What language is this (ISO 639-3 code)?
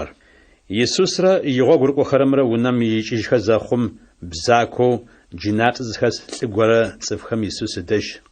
ady